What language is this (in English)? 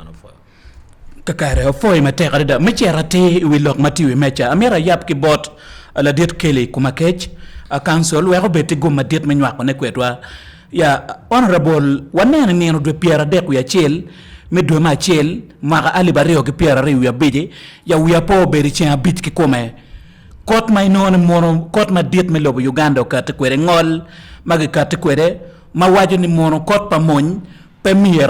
Acoli